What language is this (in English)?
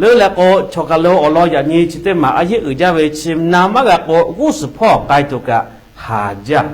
Lahu